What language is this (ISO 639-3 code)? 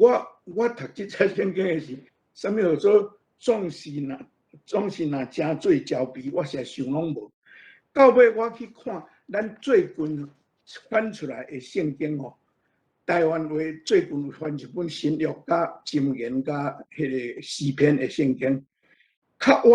nan